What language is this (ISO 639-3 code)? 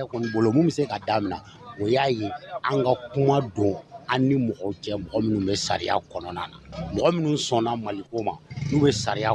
bam